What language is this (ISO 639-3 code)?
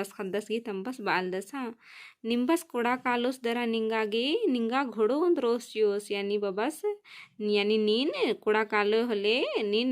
kru